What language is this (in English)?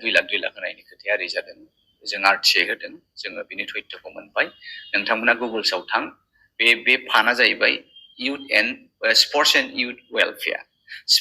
Bodo